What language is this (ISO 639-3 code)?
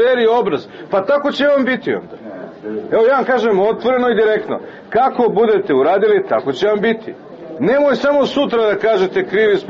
srp